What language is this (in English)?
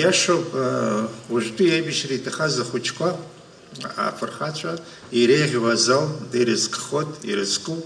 Abkhazian